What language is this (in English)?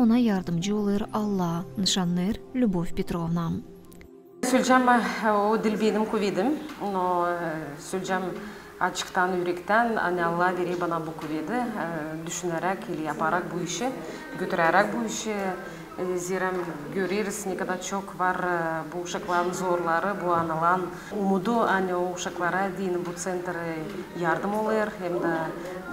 Gagauz